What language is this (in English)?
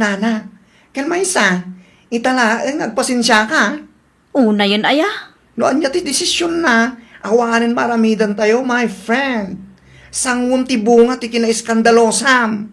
Iloko